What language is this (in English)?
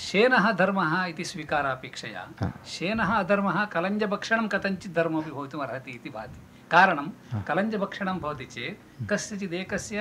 Sanskrit